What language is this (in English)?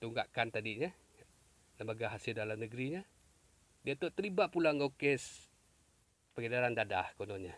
Iban